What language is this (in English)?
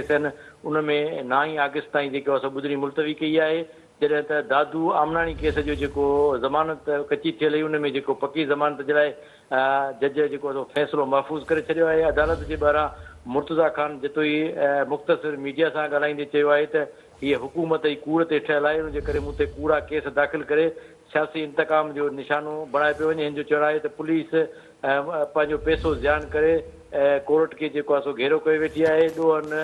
Sindhi